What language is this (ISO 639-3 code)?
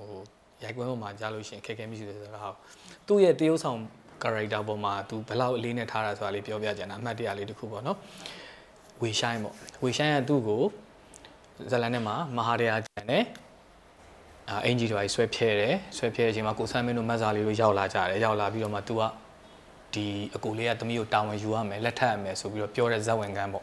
mya